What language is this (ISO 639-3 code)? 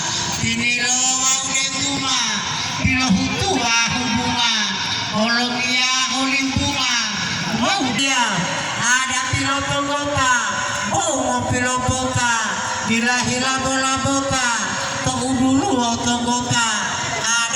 gor